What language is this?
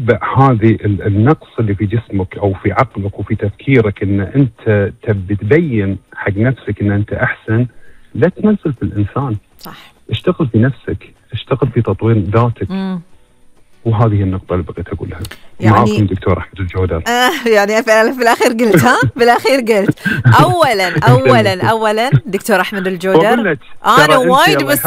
Gulf Arabic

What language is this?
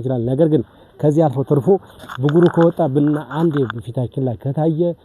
Amharic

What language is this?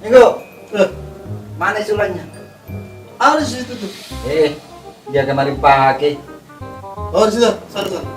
Makassar Malay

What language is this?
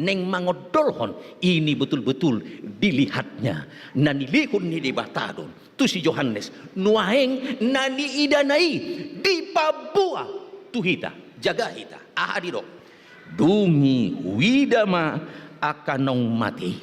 Batak Toba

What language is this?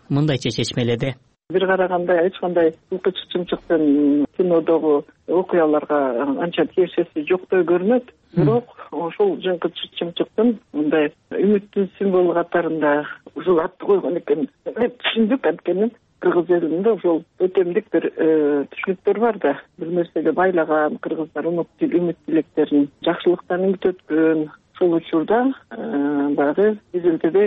Kyrgyz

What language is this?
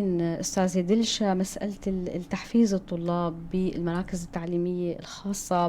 North Levantine Arabic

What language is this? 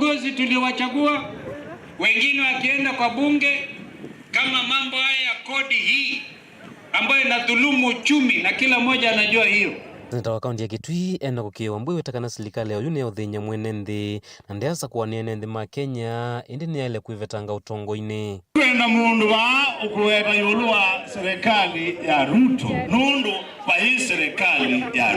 Kamba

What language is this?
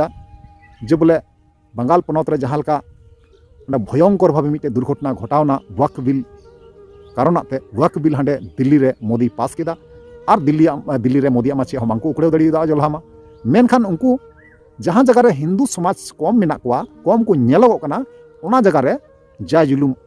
Santali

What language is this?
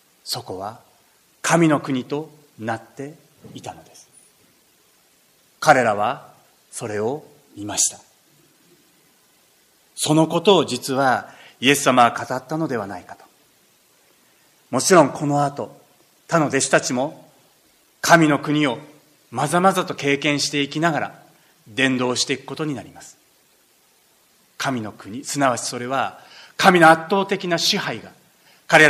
Japanese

